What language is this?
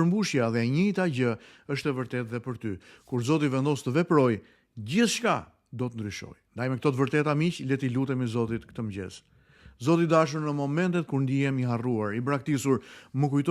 Albanian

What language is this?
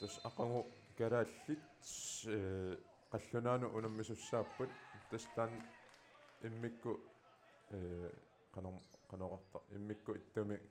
Kalaallisut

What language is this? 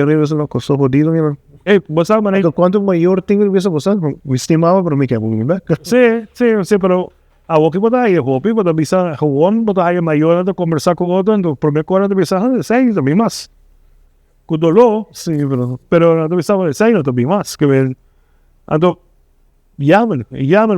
Papiamento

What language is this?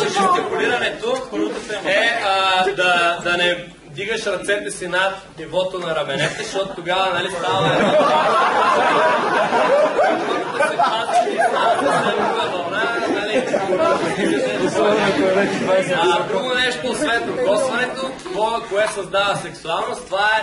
Bulgarian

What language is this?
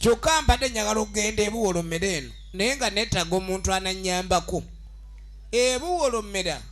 Soga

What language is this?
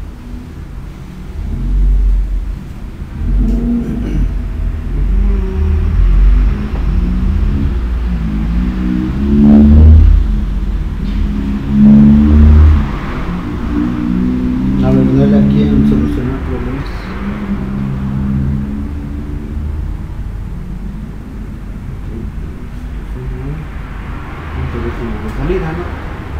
Spanish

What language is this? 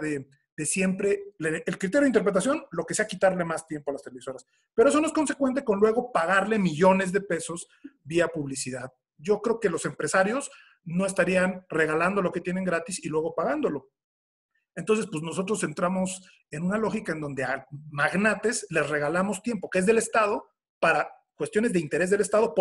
Spanish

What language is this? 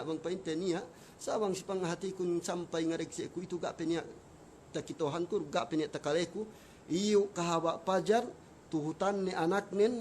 Yakan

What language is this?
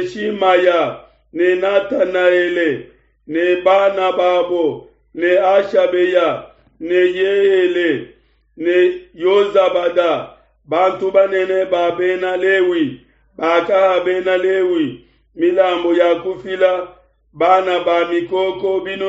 Luba-Lulua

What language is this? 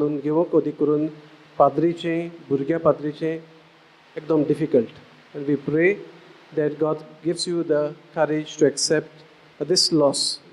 Konkani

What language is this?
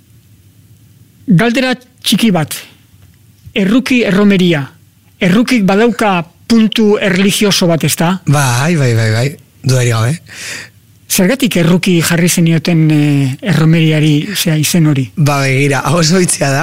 Basque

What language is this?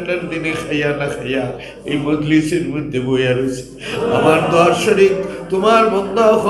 Sylheti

